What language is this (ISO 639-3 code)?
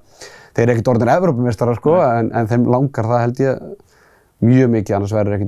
isl